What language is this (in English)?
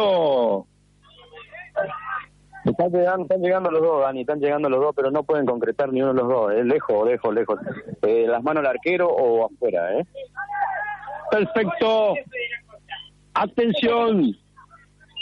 Spanish